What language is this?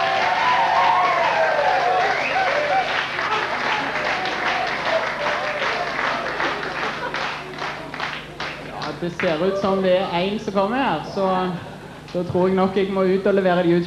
Norwegian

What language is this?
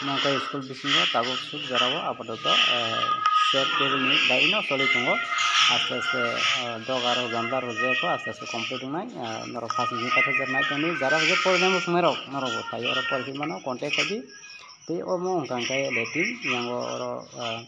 Kok Borok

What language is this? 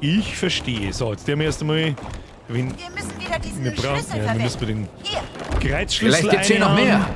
Bavarian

